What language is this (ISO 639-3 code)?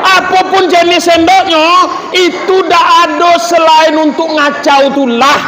min